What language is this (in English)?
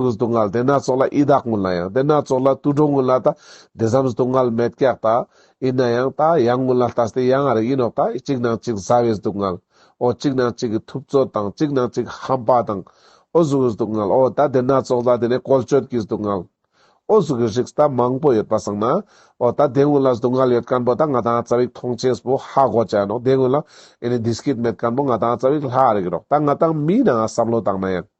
Ladakhi